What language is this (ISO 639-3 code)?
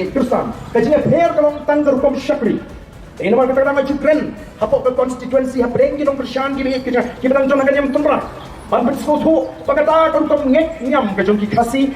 kha